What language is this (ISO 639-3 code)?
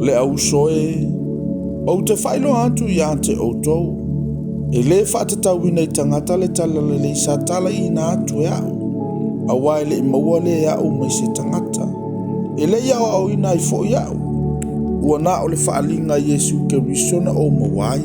smo